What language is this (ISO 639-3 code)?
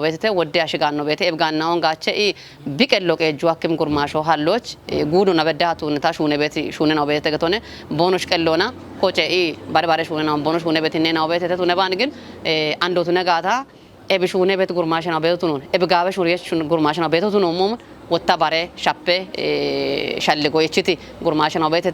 kbr